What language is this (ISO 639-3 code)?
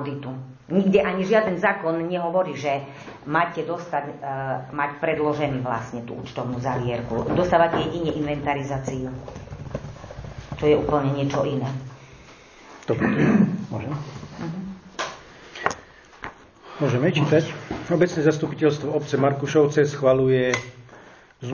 slk